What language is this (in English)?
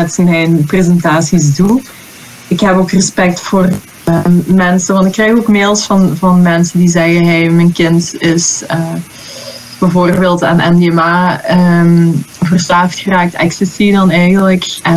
Dutch